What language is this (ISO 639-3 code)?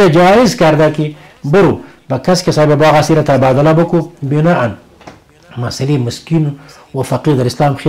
fas